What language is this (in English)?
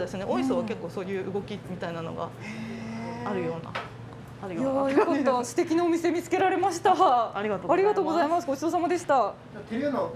Japanese